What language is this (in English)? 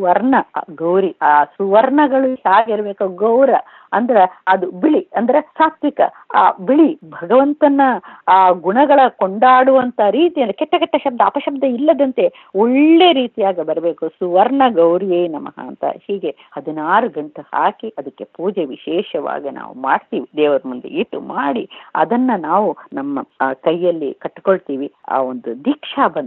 Kannada